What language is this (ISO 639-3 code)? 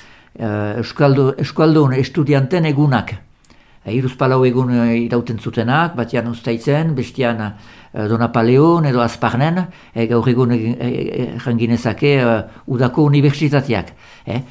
eus